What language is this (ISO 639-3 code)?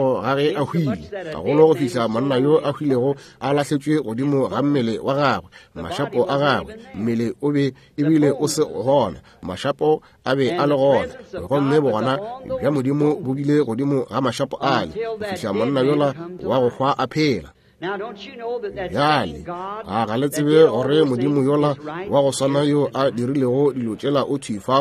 nso